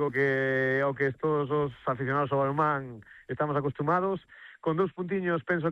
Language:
Galician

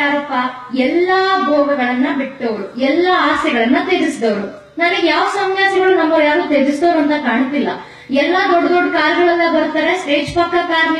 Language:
Kannada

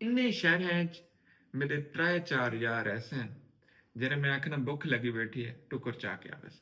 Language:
Saraiki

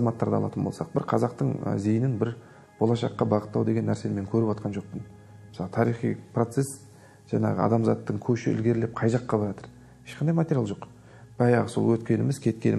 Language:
Kazakh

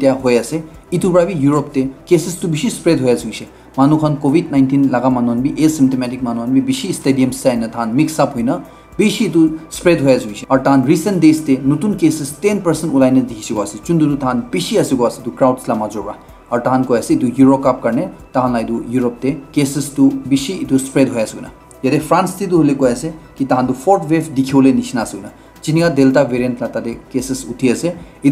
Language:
Naga Pidgin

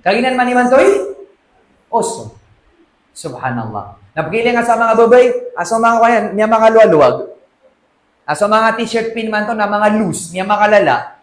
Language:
Maranao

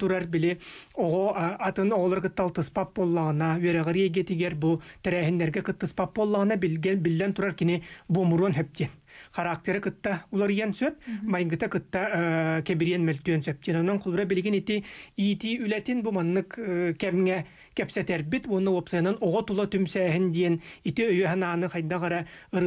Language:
Yakut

